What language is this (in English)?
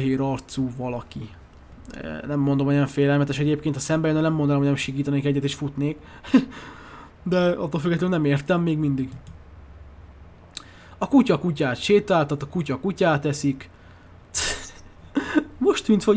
Hungarian